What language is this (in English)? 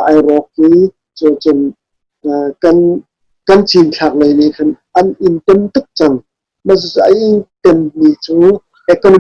Hakha Chin